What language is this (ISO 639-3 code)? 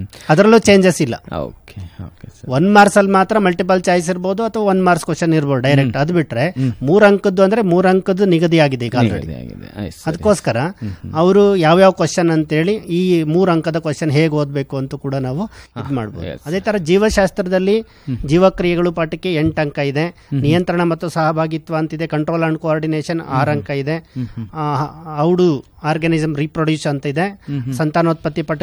kan